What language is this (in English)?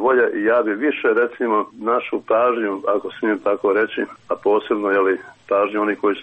Croatian